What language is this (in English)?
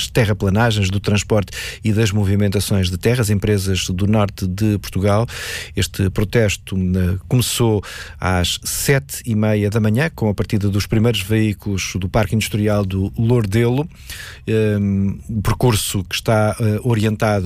Portuguese